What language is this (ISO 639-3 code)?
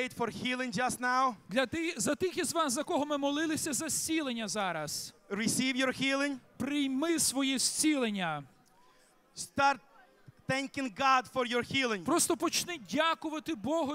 ukr